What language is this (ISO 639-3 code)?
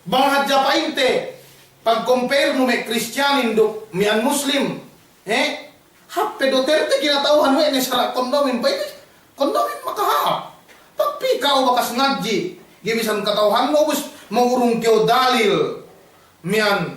yka